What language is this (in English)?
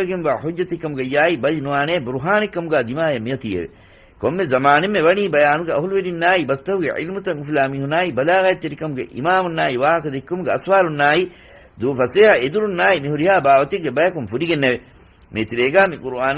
Divehi